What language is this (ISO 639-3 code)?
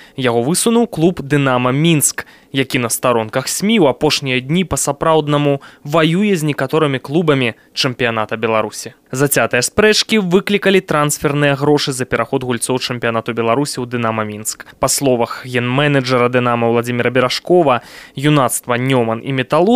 bel